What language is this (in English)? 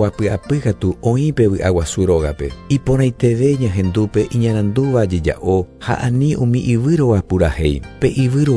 Guarani